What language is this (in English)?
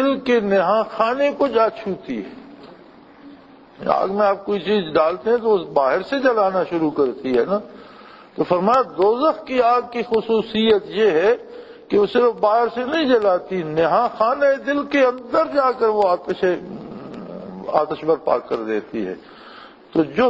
Urdu